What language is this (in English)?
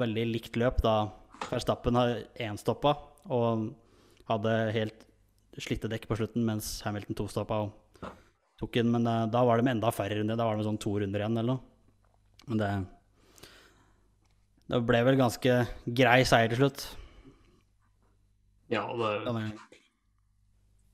Norwegian